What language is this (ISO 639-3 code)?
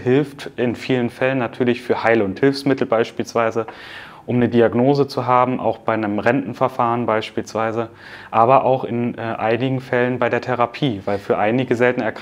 deu